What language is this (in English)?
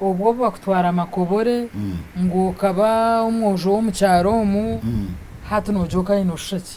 Nyankole